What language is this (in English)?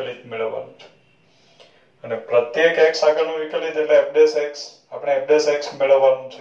Gujarati